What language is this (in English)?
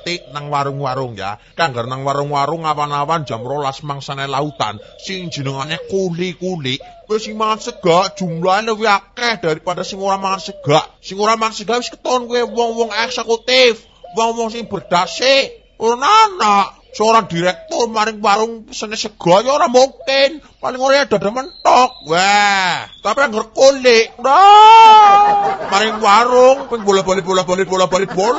Javanese